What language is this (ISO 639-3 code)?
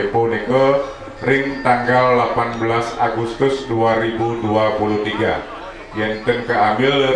ban